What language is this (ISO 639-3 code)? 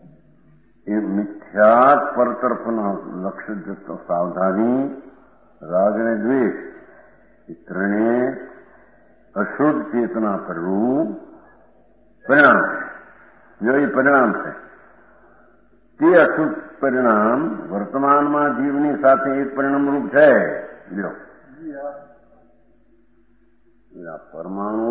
guj